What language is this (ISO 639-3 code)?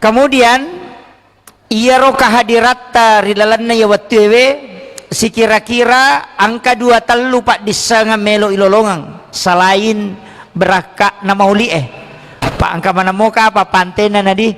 bug